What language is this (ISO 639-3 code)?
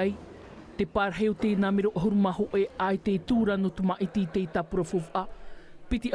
tah